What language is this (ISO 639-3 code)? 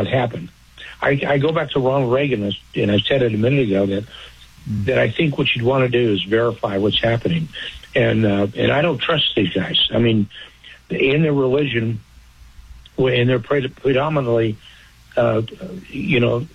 eng